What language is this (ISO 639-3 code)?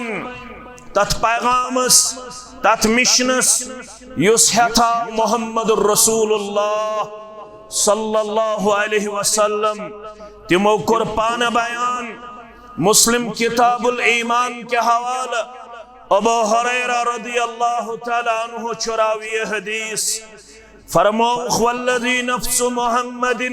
kas